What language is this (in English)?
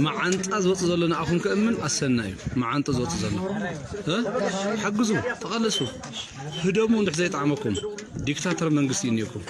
Tigrinya